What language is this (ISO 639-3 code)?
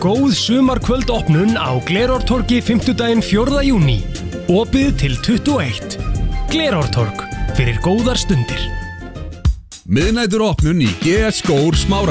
isl